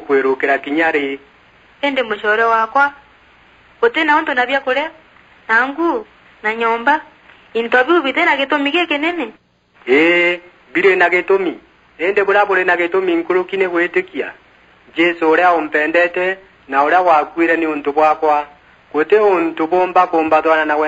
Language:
Meru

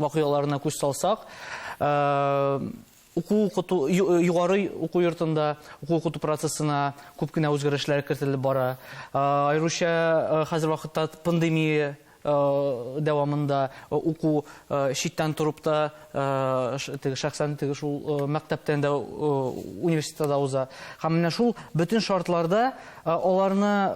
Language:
Tatar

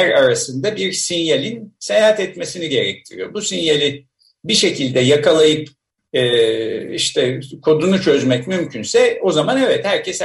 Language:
Turkish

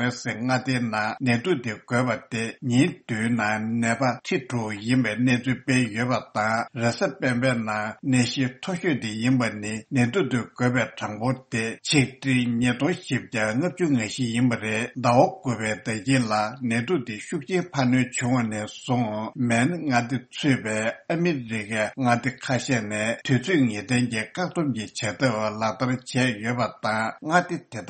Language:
Tibetan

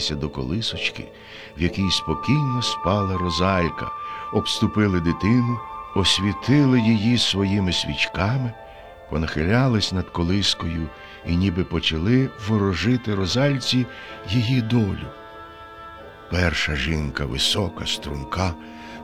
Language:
Ukrainian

